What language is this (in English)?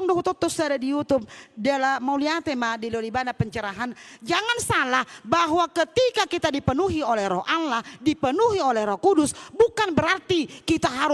Batak Toba